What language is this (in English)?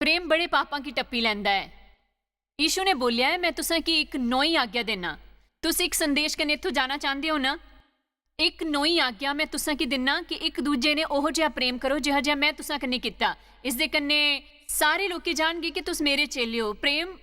Dogri